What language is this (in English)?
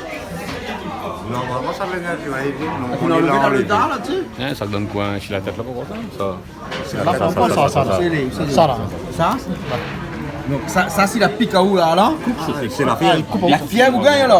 Réunion Creole French